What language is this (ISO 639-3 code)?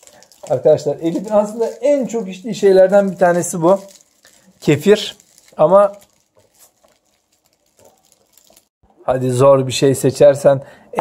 tur